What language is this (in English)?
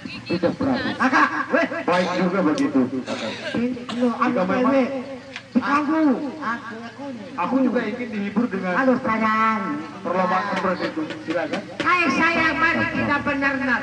Sasak